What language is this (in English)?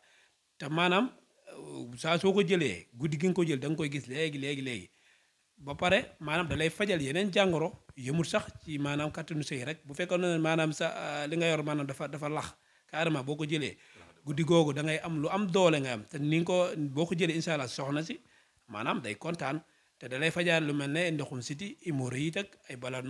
Wolof